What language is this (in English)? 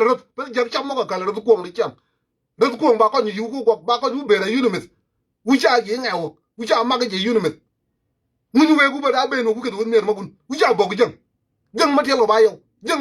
Nuer